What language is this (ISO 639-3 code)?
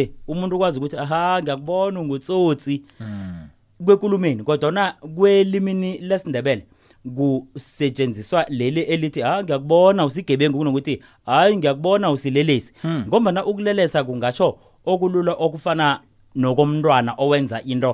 nbl